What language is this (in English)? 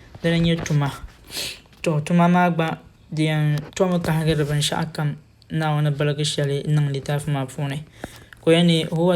Dagbani